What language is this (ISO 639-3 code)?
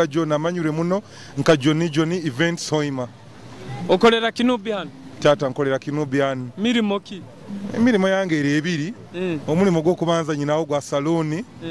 nyo